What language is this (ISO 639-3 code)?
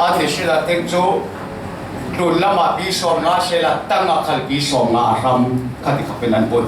cfm